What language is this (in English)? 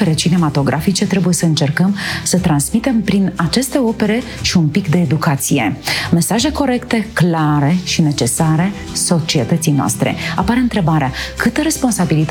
Romanian